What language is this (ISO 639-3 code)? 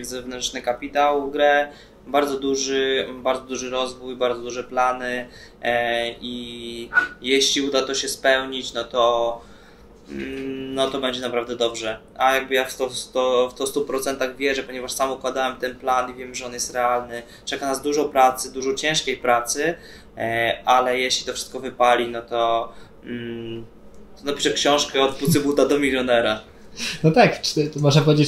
pol